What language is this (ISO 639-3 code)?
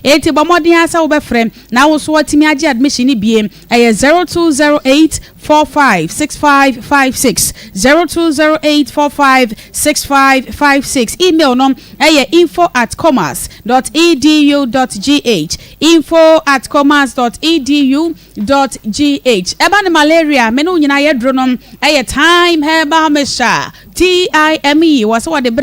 aka